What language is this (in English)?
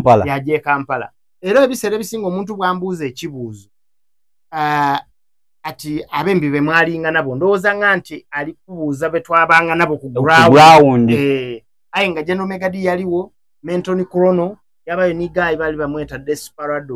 Soga